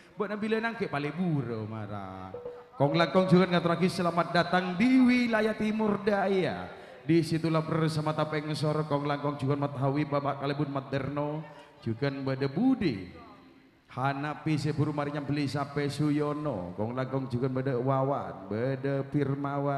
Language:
Madurese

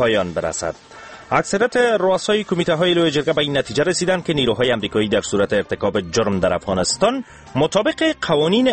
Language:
Persian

